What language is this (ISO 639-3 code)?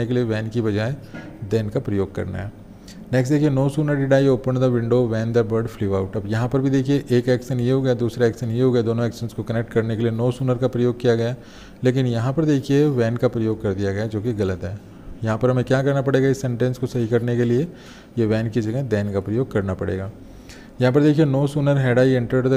hin